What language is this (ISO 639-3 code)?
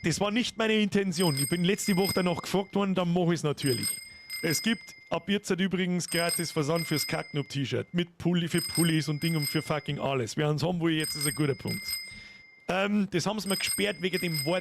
bar